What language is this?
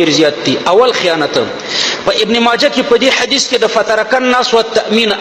Pashto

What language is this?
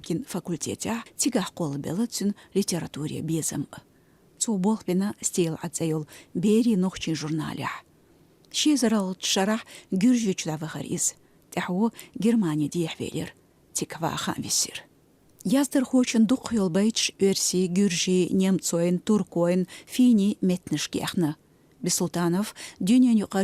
Chechen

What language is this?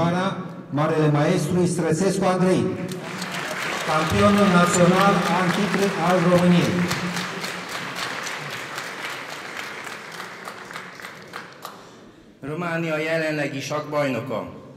Romanian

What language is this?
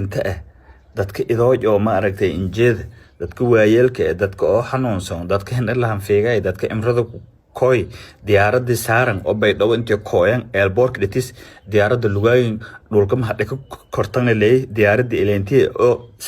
Somali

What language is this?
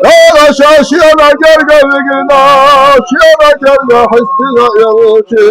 Chechen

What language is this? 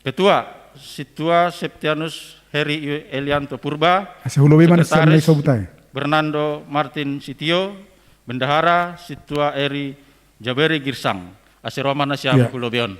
Batak Simalungun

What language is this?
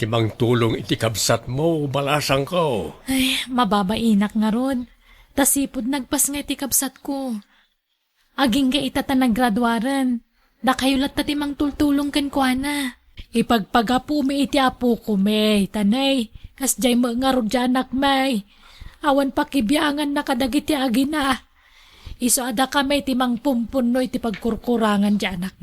Iloko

